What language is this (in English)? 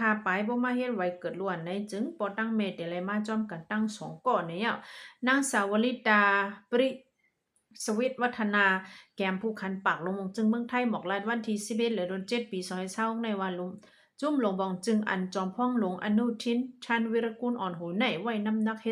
Shan